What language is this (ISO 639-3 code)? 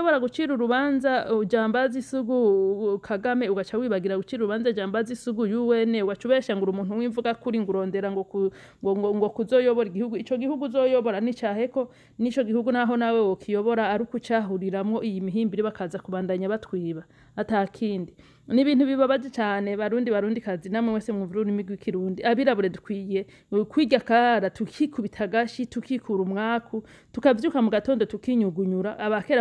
run